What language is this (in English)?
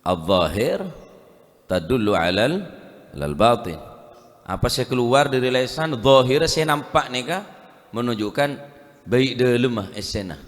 Madurese